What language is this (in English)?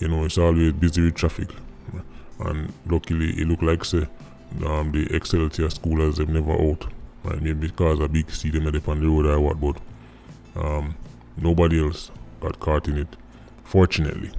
Jamaican Creole English